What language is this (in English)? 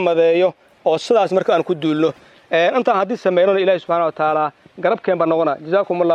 Somali